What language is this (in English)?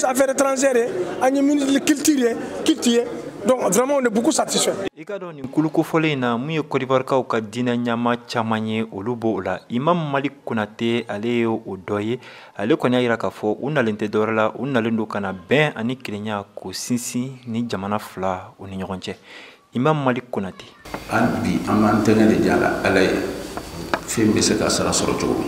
Bambara